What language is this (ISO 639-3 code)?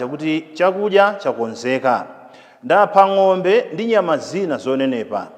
nya